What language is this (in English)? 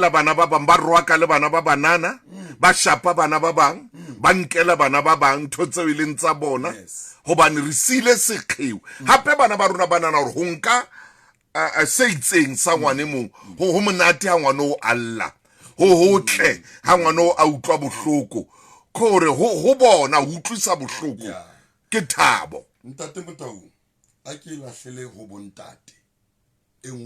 Southern Sotho